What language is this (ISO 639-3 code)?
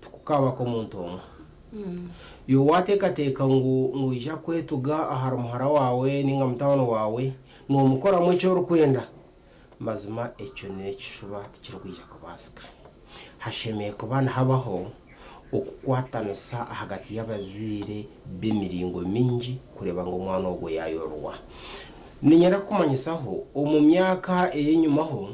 nyn